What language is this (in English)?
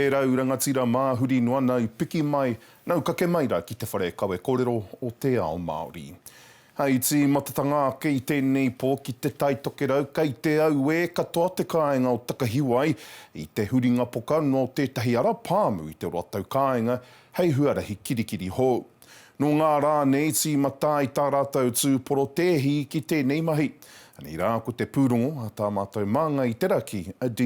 Māori